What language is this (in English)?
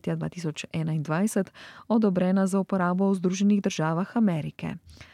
Slovenian